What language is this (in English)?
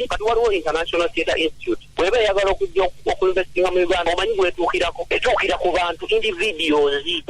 Ganda